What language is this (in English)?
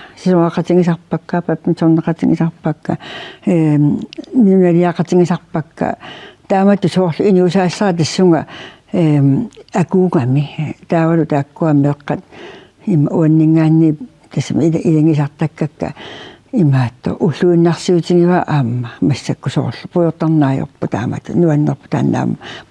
Kalaallisut